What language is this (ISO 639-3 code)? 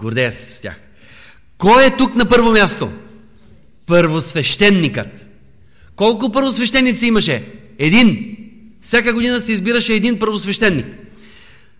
bul